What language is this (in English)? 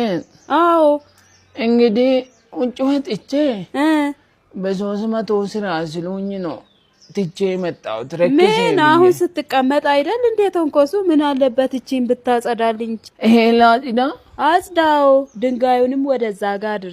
Amharic